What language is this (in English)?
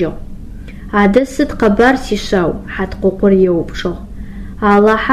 Adyghe